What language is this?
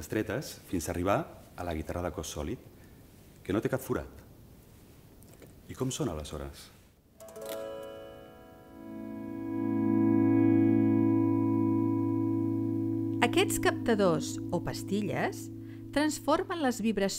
Catalan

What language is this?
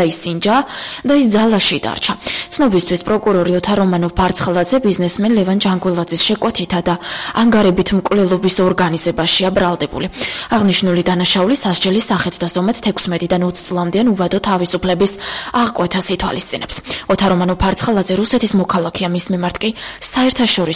Georgian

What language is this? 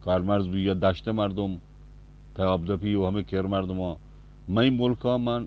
Eastern Balochi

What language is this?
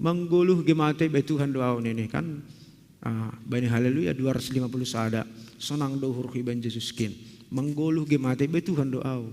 Batak Simalungun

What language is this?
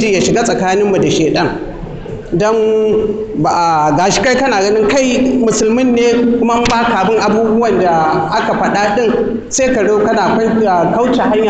Hausa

